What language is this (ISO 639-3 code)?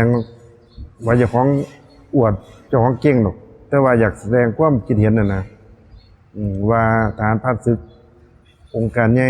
lao